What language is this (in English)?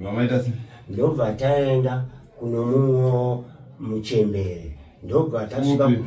Shona